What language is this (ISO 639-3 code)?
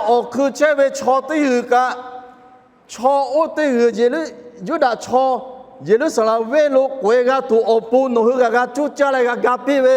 lhu